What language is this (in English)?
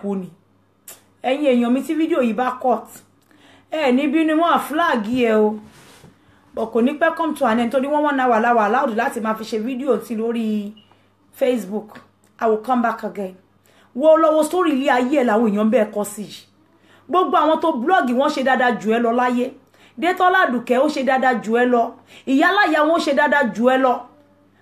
Yoruba